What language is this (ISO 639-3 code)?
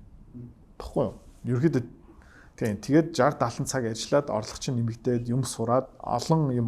mon